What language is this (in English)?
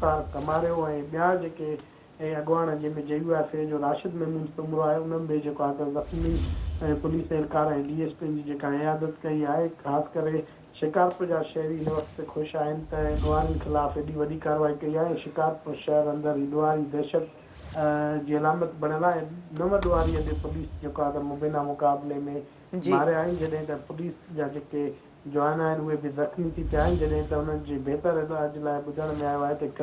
Sindhi